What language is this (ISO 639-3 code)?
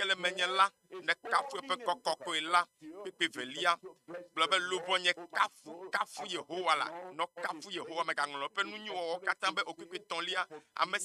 ewe